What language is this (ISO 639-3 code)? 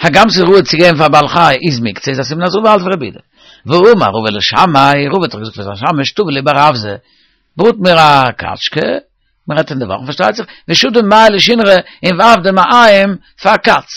yid